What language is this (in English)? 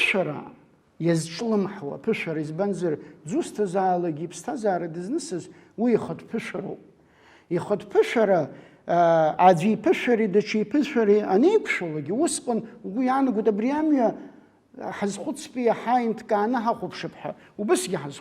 Abkhazian